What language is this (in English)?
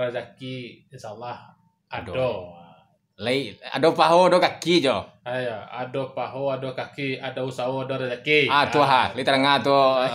Minangkabau